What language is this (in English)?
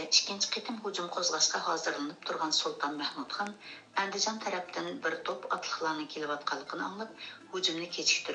Uyghur